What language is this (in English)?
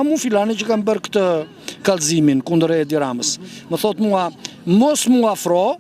Albanian